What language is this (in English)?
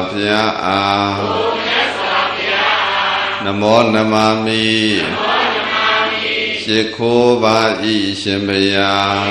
Burmese